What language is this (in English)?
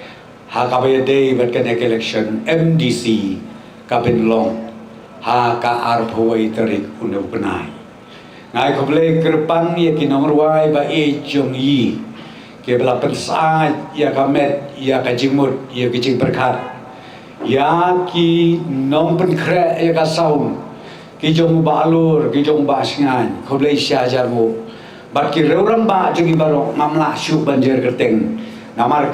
Khasi